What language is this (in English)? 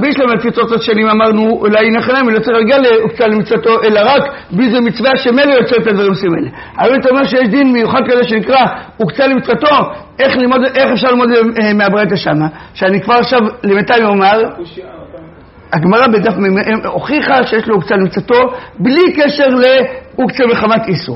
Hebrew